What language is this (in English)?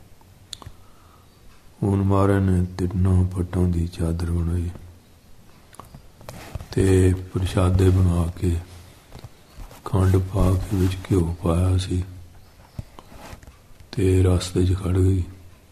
Punjabi